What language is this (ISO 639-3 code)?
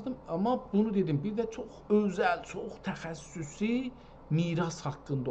azb